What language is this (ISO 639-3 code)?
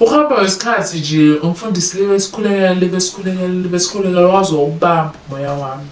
zul